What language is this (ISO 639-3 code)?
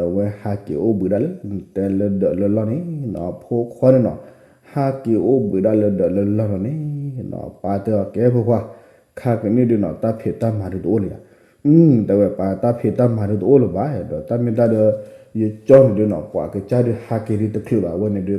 ksw